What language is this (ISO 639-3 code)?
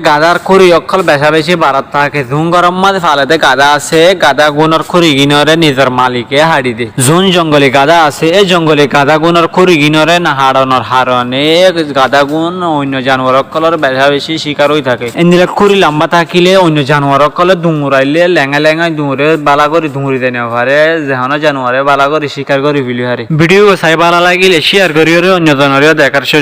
rhg